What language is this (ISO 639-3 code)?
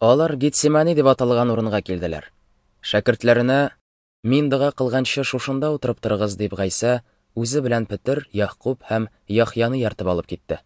tat